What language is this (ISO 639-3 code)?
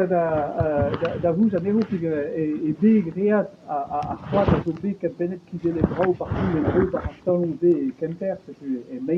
bre